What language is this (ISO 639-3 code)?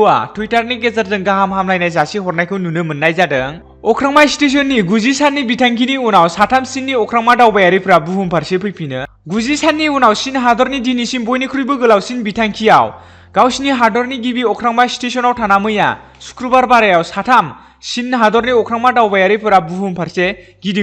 brx